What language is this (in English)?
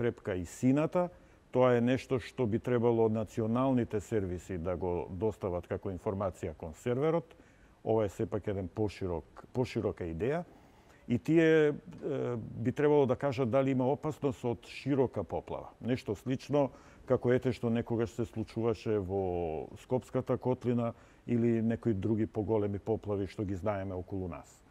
Macedonian